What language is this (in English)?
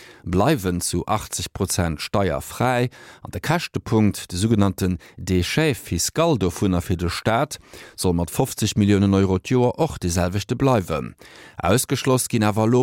Luxembourgish